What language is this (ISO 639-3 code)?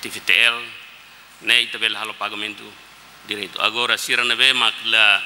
tet